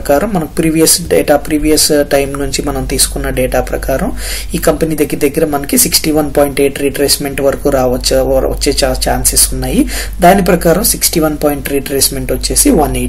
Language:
Telugu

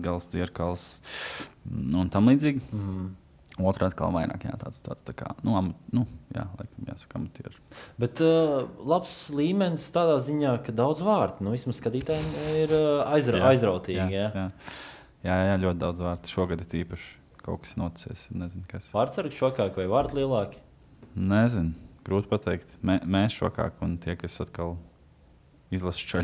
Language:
Latvian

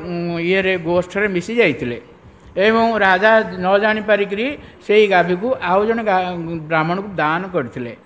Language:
Odia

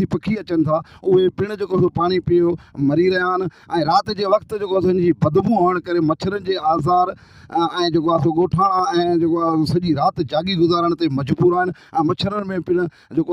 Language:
Sindhi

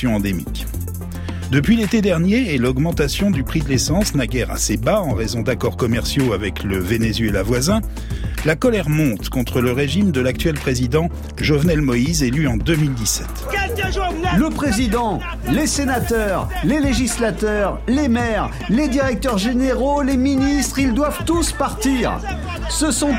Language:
French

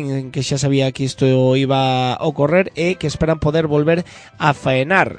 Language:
Galician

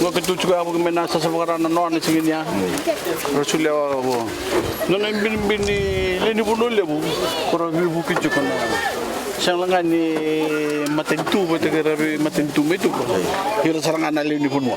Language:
Fijian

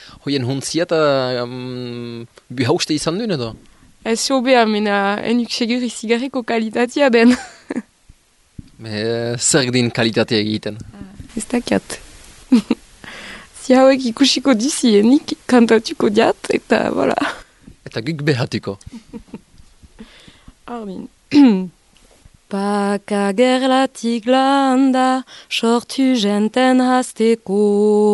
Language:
Basque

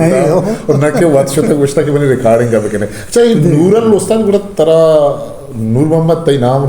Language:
Eastern Balochi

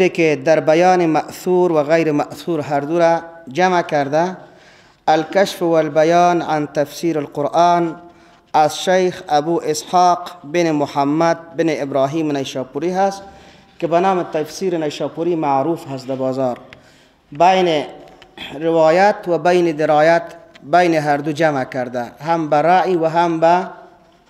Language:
Persian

